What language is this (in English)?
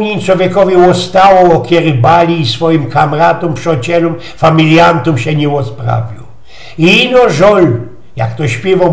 Silesian